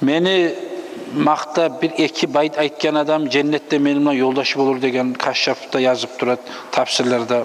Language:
Kumyk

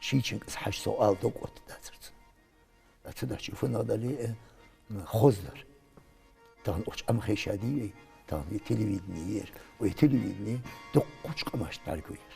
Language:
Ingush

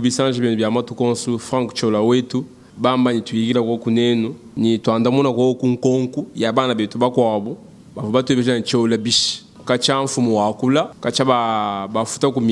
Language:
Luba-Lulua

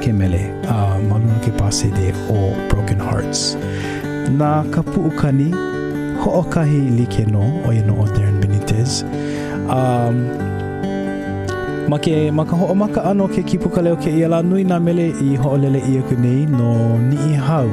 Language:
Hawaiian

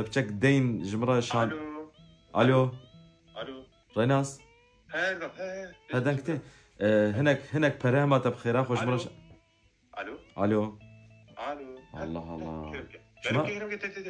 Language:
Kurdish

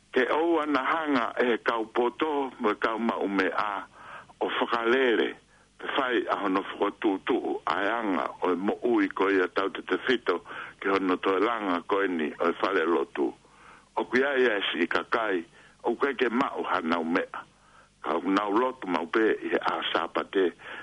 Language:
Tongan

